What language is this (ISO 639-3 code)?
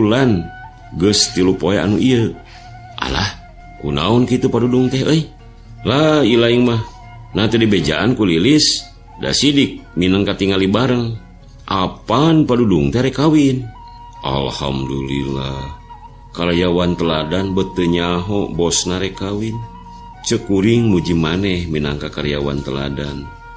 sun